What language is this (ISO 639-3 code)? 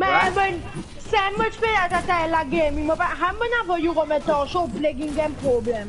mfe